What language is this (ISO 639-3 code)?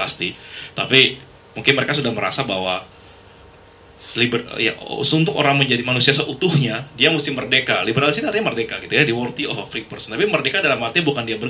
ind